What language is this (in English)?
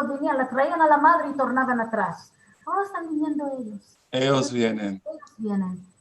Ladino